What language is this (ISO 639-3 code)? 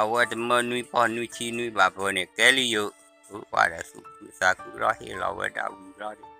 ksw